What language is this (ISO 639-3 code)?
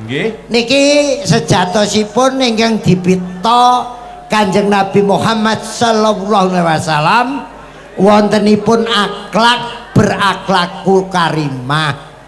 jav